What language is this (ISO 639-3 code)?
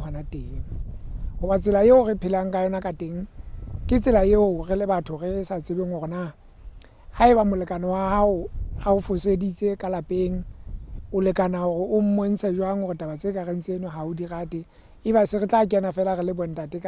sot